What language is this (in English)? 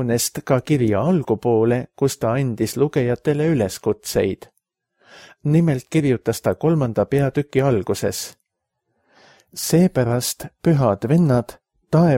Estonian